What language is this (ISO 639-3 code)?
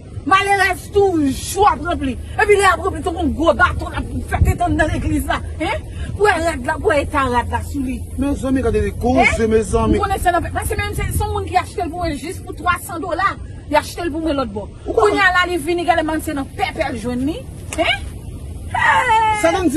hat